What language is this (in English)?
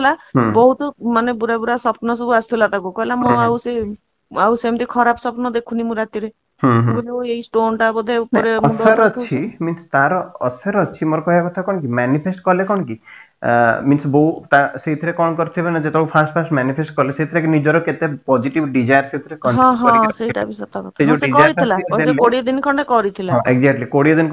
Odia